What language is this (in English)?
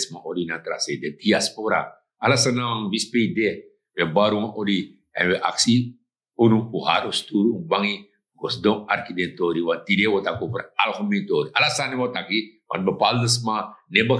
Sranan Tongo